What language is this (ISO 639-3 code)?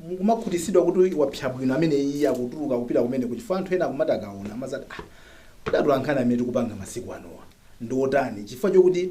nya